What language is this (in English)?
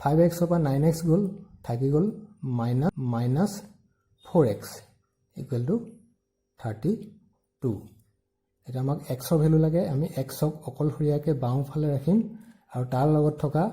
Assamese